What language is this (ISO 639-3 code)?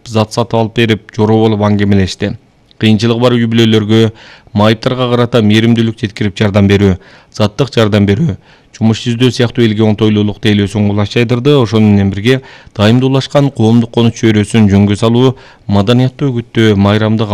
kir